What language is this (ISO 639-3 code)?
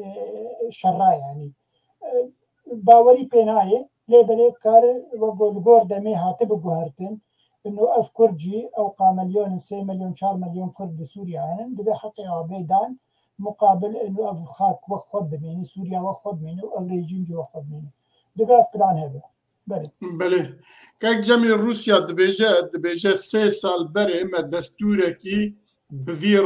kur